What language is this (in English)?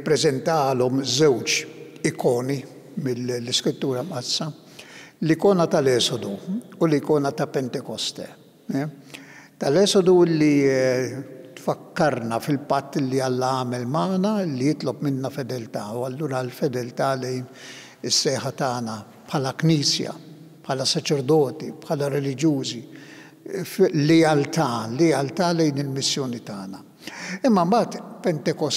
Maltese